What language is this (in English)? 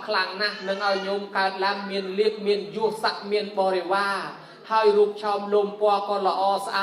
Khmer